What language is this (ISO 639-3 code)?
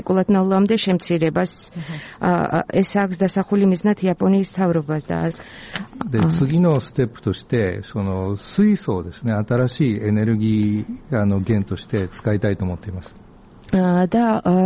kat